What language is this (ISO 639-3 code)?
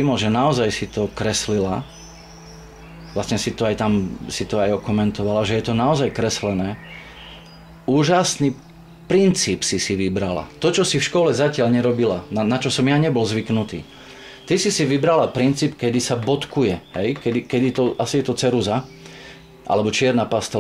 slk